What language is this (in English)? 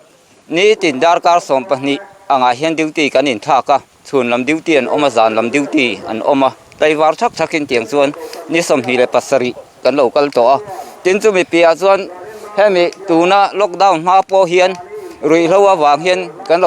Mizo